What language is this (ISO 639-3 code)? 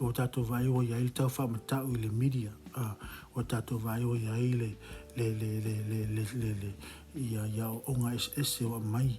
smo